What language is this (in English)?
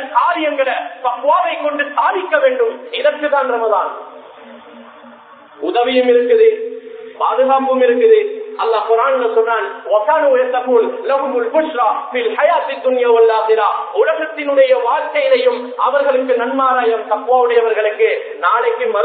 Tamil